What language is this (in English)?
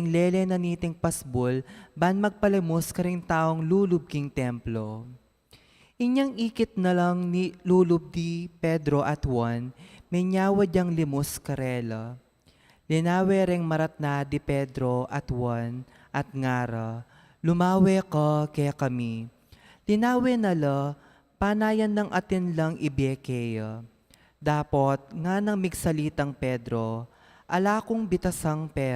Pampanga